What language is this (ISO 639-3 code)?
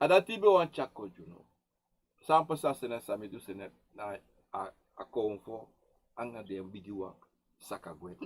srn